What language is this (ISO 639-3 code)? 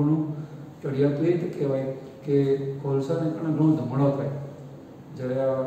guj